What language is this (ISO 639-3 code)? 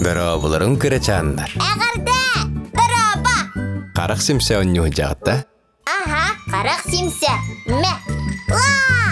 sah